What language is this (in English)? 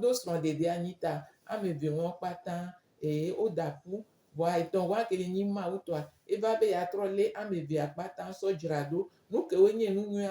Gen